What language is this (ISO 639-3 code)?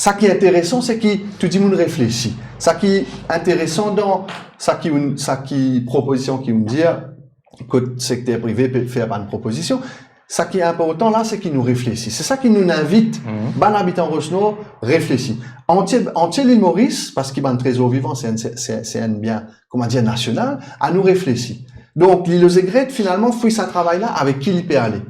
mfe